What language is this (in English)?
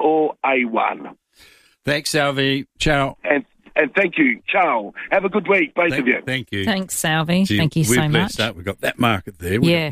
English